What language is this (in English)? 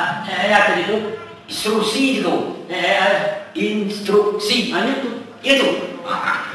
Minangkabau